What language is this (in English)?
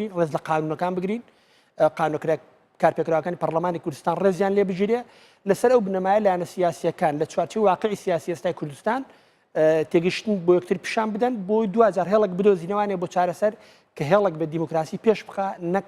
Central Kurdish